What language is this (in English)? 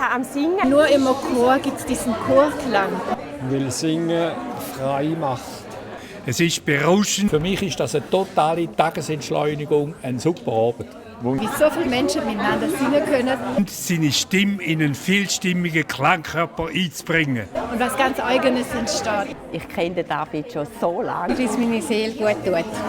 Swiss German